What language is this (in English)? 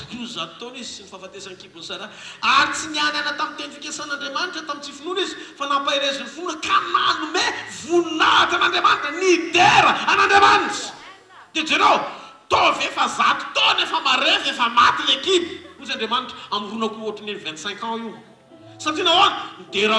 Malagasy